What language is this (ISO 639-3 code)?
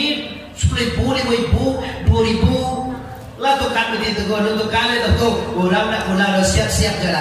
min